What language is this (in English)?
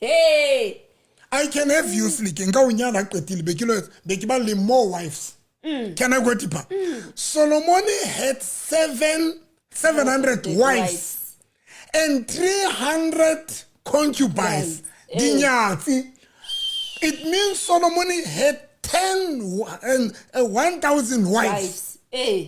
Southern Sotho